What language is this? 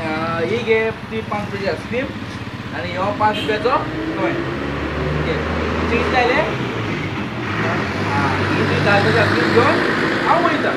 Konkani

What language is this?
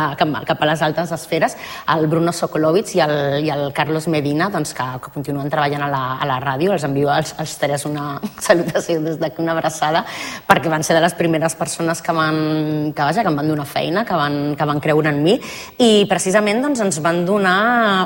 Catalan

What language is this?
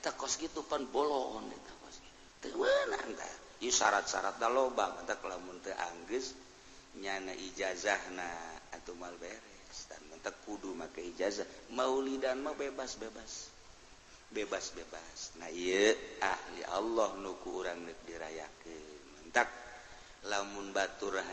Sundanese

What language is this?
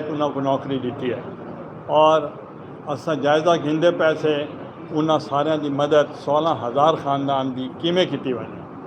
Saraiki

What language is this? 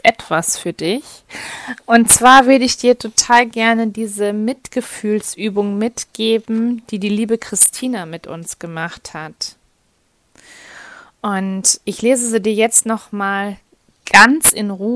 German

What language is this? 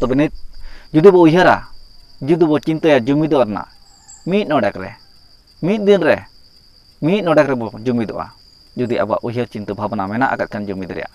Santali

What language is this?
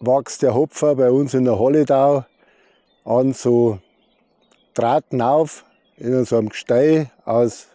Bavarian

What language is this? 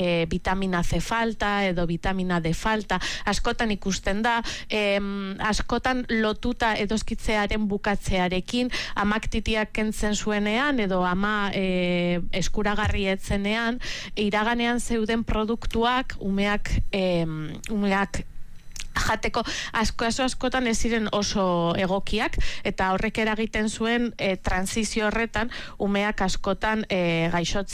Basque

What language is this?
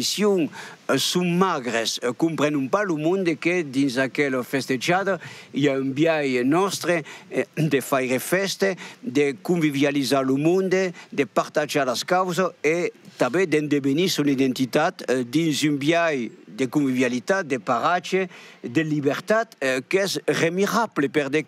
Occitan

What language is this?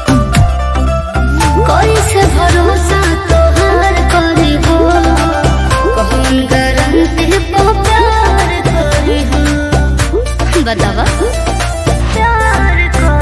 Bhojpuri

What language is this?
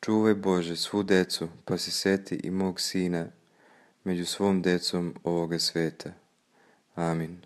Serbian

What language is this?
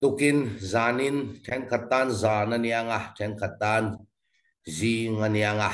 Falam Chin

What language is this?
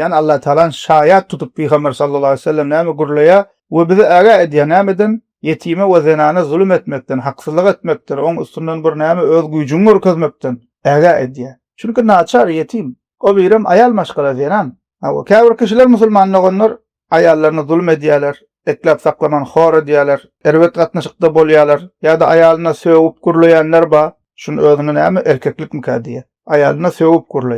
Turkmen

